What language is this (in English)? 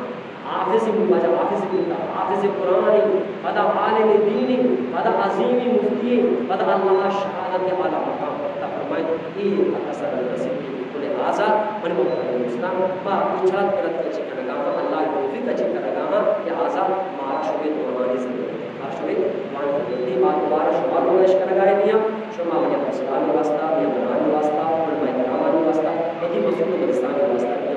Eastern Balochi